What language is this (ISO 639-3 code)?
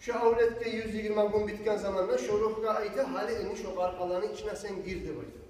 kum